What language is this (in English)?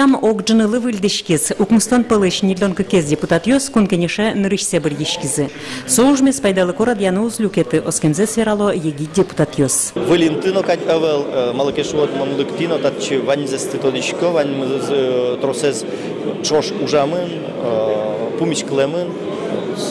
Udmurt